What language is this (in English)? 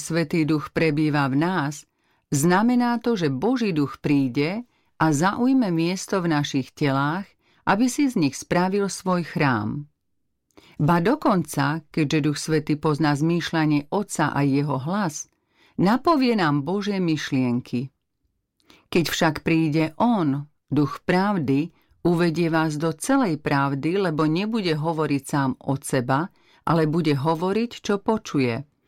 Slovak